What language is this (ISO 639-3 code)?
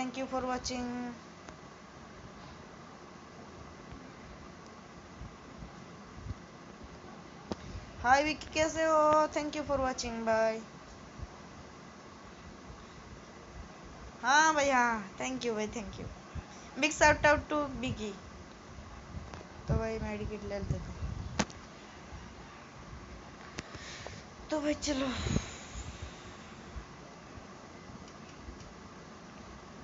hin